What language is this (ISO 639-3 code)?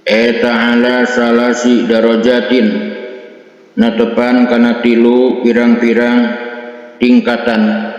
sun